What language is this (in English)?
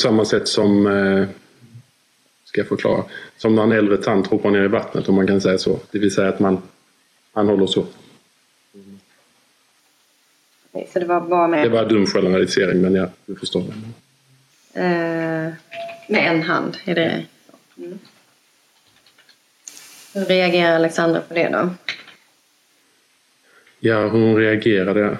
Swedish